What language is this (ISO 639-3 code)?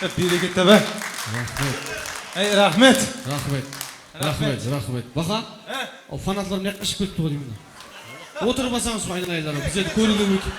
kaa